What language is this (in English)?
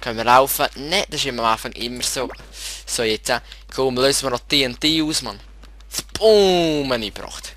Swiss German